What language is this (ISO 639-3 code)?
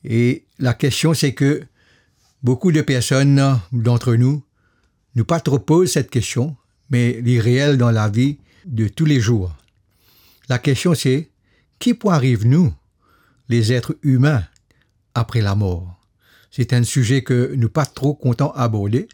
mfe